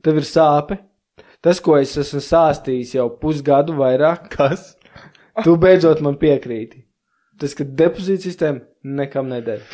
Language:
Latvian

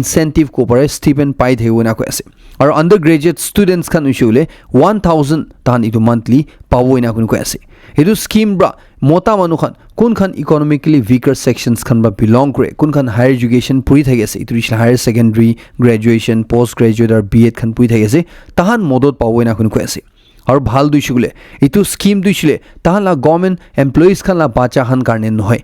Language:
Naga Pidgin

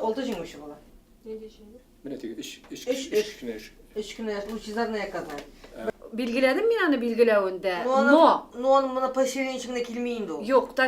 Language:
Tatar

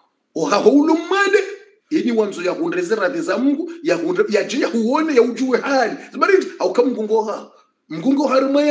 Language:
Swahili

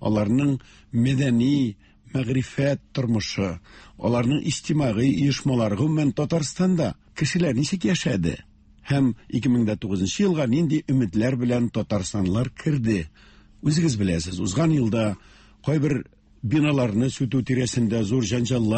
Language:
Tatar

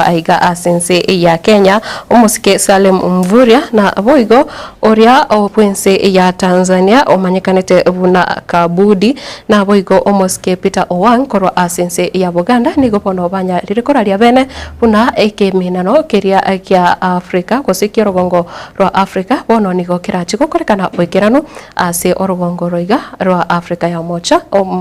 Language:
Gusii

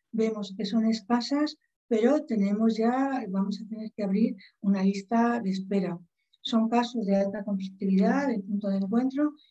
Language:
Spanish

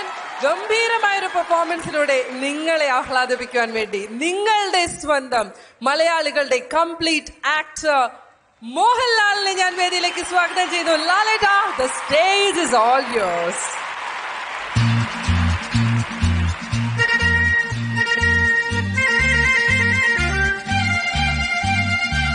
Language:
Malayalam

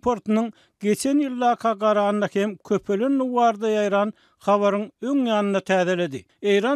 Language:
Turkmen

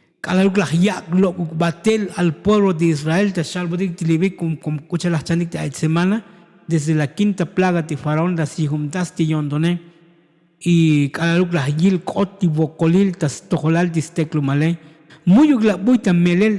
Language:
Tzotzil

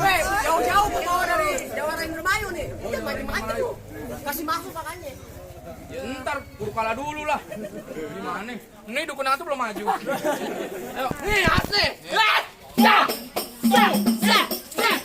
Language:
Betawi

